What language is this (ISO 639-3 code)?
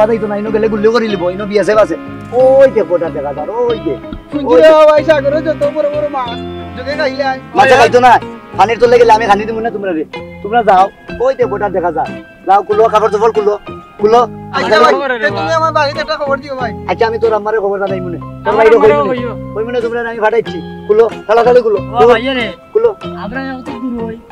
syl